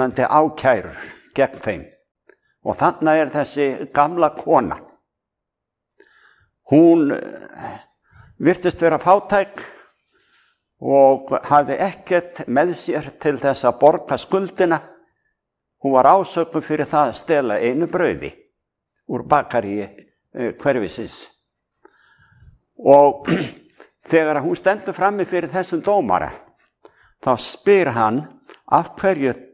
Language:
Icelandic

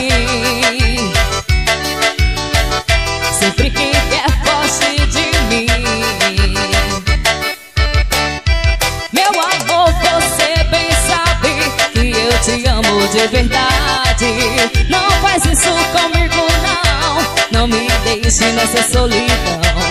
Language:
Portuguese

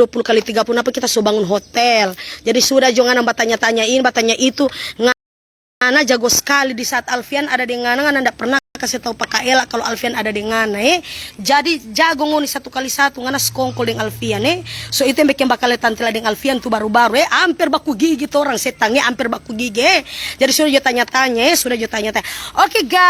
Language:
Manado Malay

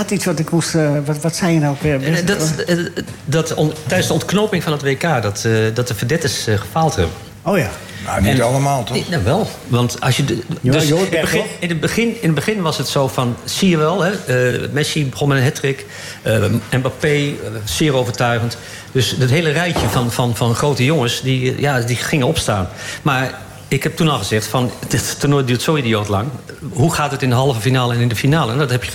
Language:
Dutch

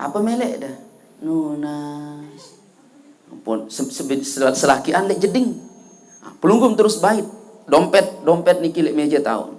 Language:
Sasak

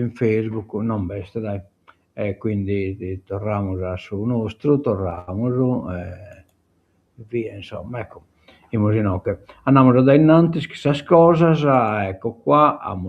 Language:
Sardinian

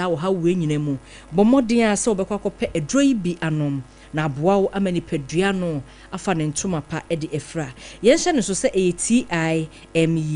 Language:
Akan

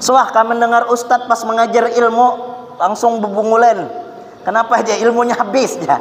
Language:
Banjar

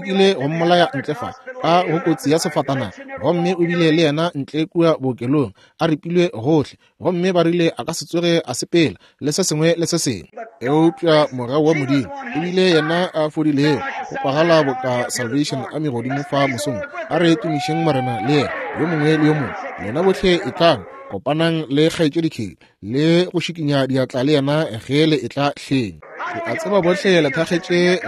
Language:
Northern Sotho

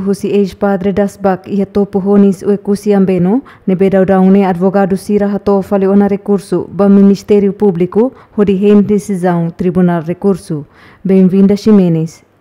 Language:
Tetum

